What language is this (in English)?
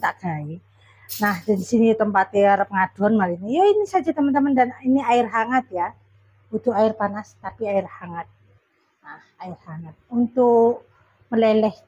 Indonesian